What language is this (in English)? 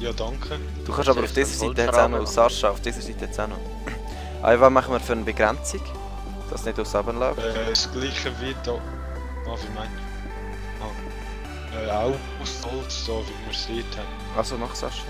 Swiss German